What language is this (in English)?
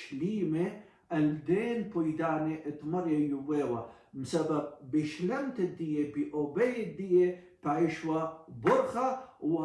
Assyrian Neo-Aramaic